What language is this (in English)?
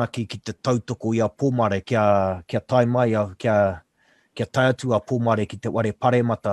Māori